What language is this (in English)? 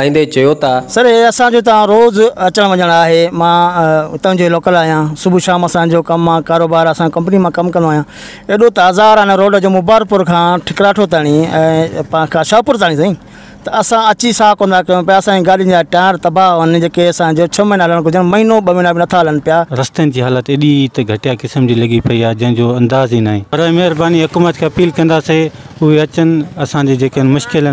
Sindhi